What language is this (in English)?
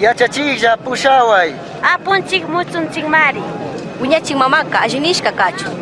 Chimborazo Highland Quichua